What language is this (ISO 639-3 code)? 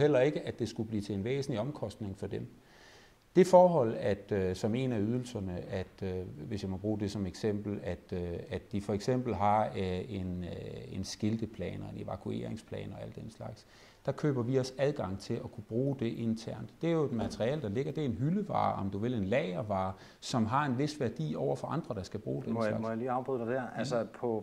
dan